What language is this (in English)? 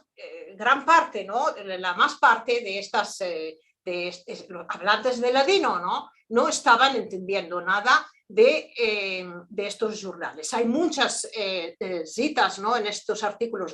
Ladino